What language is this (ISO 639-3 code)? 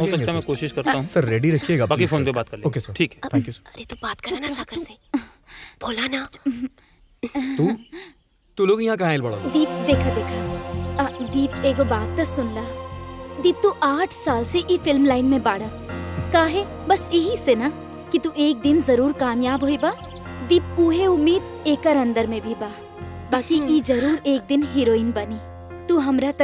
bho